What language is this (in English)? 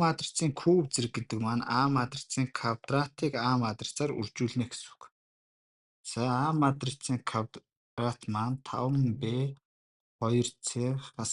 Mongolian